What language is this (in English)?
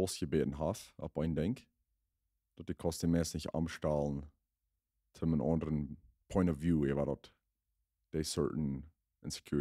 Plautdietsch